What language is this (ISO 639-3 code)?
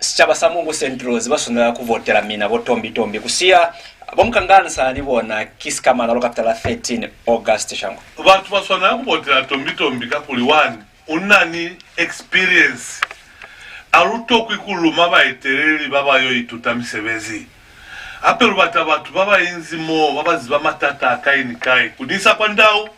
loz